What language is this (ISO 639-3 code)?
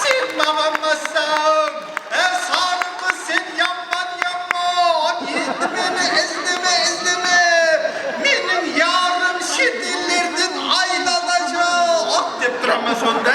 kaa